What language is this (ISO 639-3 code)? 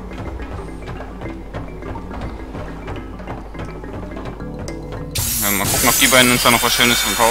deu